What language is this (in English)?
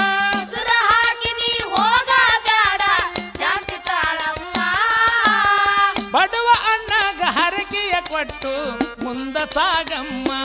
Kannada